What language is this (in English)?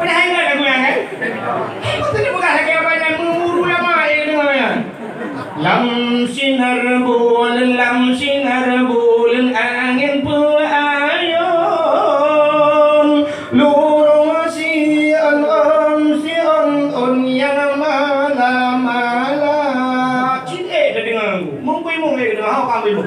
Achinese